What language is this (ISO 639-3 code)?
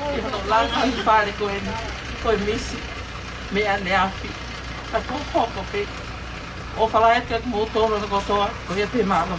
ton